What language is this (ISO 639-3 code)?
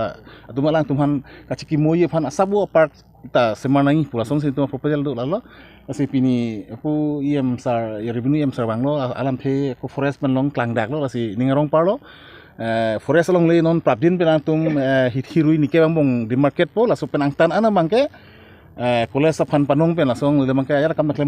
mjw